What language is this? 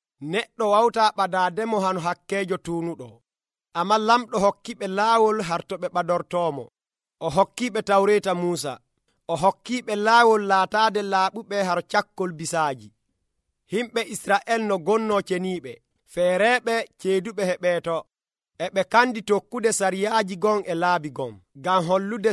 Nigerian Fulfulde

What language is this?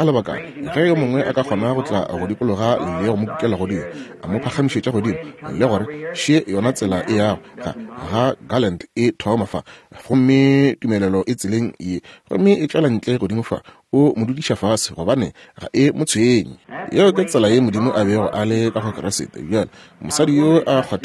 Northern Sotho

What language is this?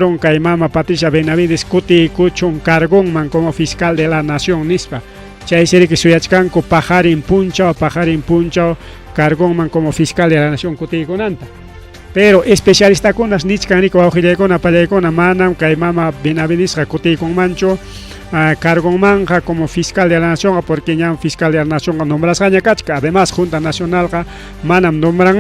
Ayacucho Quechua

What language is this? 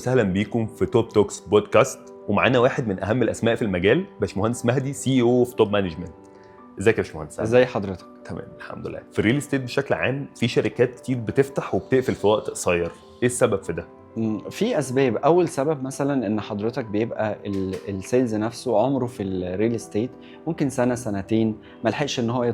Egyptian Arabic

